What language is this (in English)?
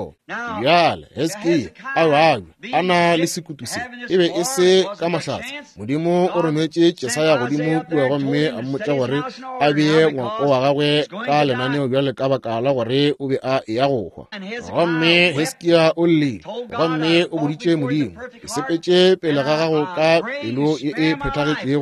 Northern Sotho